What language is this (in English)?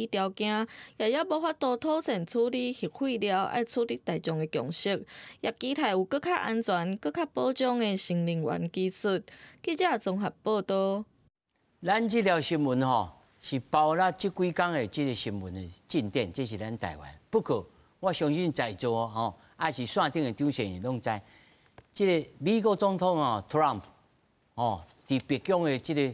Min Nan Chinese